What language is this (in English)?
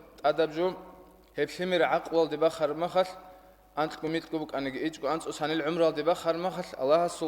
Avaric